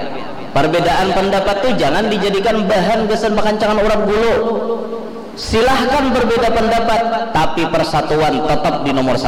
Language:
Banjar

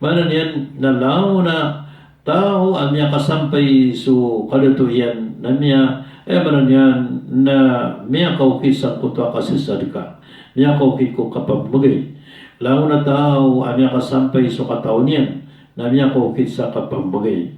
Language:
Maranao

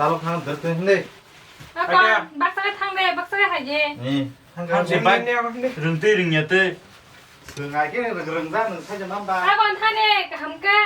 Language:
Kok Borok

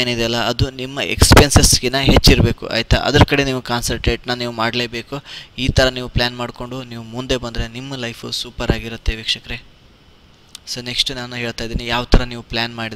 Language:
Kannada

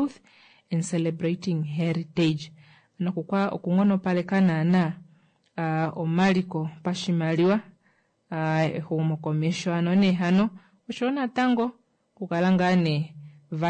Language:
Kuanyama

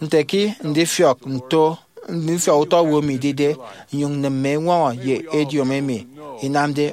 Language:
Efik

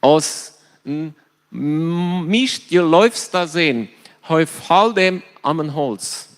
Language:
Plautdietsch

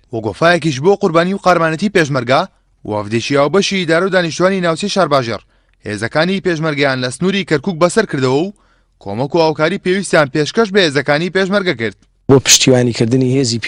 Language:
Central Kurdish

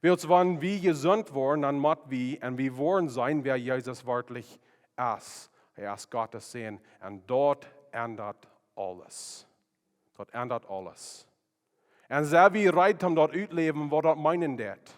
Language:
Plautdietsch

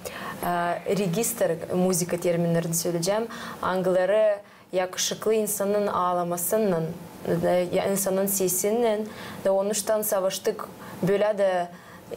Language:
Gagauz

